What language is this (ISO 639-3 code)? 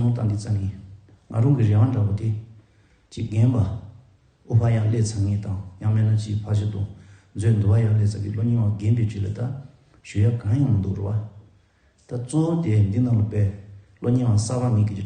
bod